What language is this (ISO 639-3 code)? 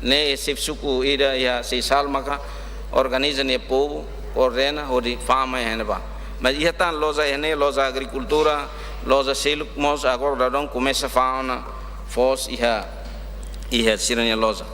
tet